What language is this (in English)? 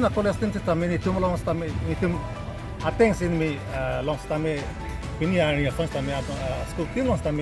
Karbi